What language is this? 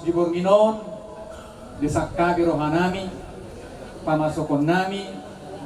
Batak Toba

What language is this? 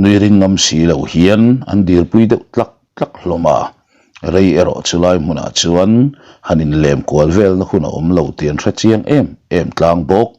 Mizo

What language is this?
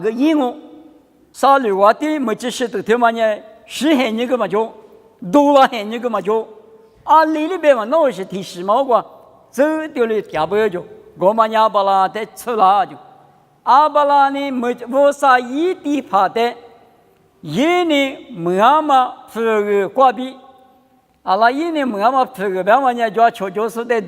Lisu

